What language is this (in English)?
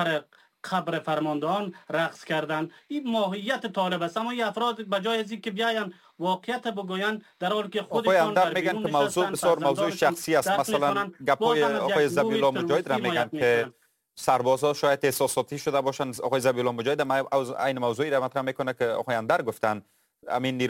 Persian